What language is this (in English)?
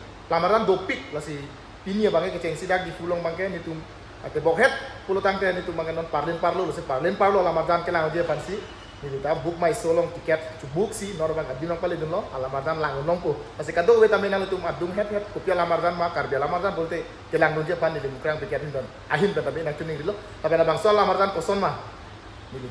Karbi